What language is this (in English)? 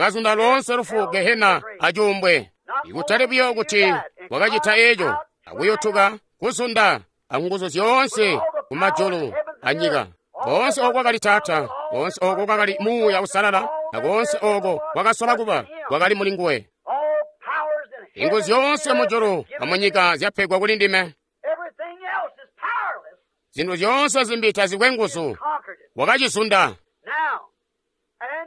Tonga (Zambia)